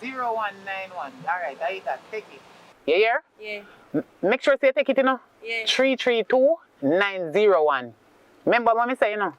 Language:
Jamaican Creole English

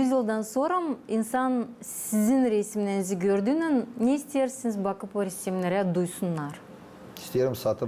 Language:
Gagauz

